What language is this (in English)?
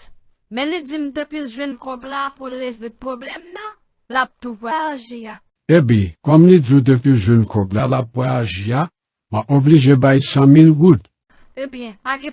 Haitian Creole